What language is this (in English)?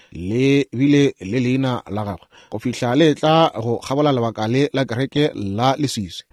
Northern Sotho